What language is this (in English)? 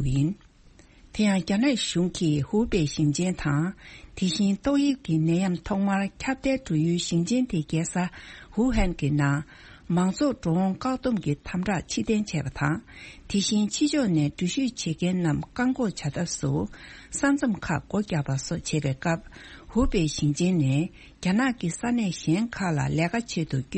Tibetan